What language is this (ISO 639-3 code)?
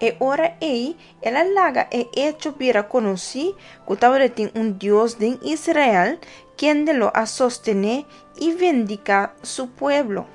pap